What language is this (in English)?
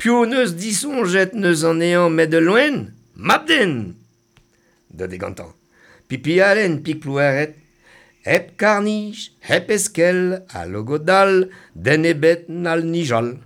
Breton